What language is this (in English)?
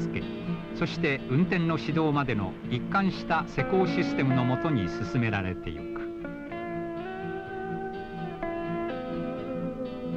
Japanese